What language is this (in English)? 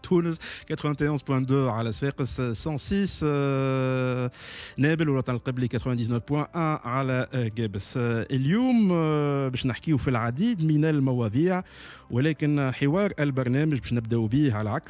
Tunisian Arabic